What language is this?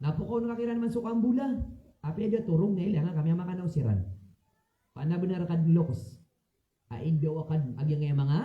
Maranao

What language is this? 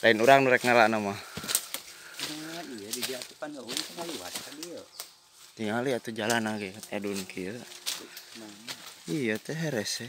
Sundanese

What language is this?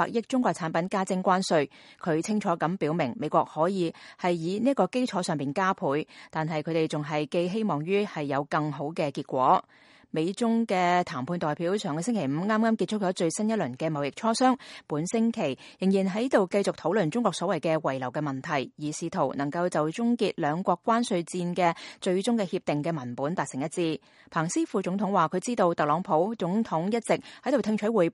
Cantonese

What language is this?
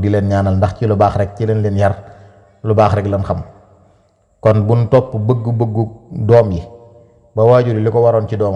Wolof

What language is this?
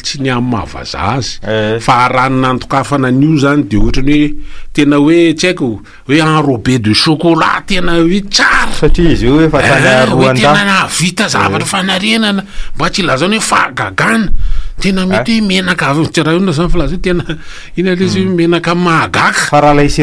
Malagasy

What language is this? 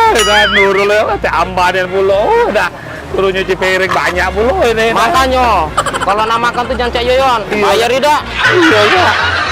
Musi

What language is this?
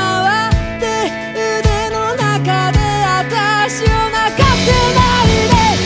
Japanese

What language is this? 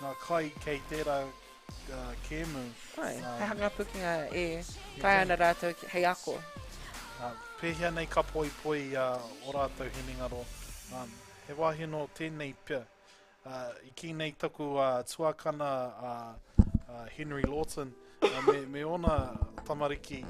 Māori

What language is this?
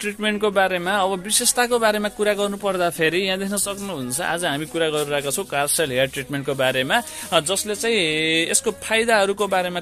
Nepali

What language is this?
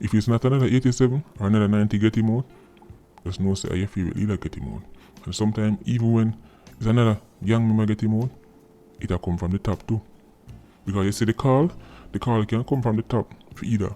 Jamaican Creole English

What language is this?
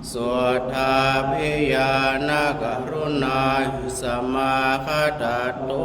Pali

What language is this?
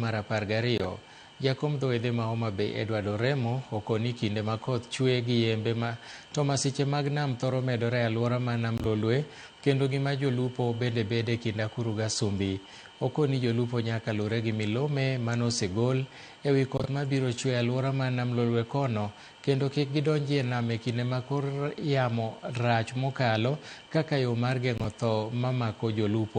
Luo (Kenya and Tanzania)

